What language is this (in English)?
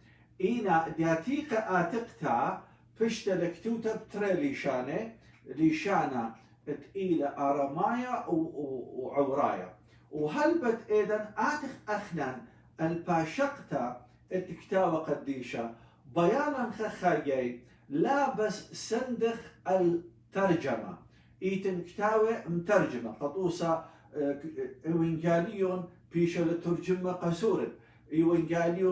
Assyrian Neo-Aramaic